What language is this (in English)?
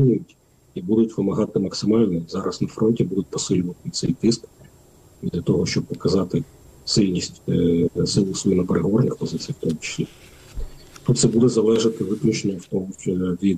Ukrainian